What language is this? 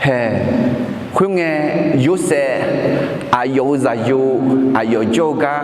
Akha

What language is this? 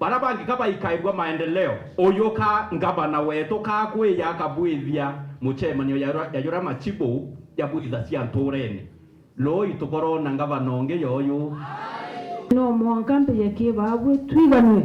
Meru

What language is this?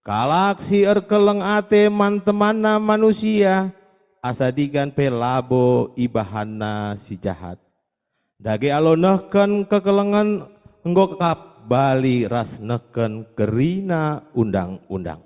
Batak Karo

